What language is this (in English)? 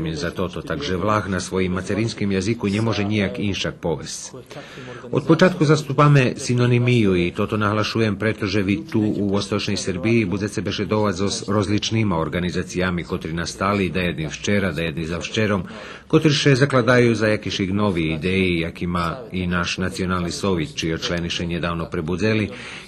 Rusyn